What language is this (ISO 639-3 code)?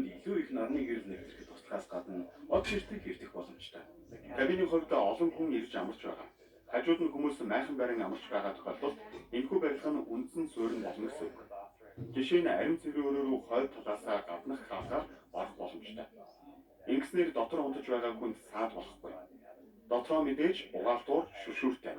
mon